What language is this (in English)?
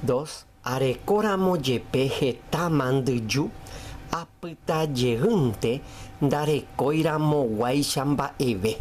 Guarani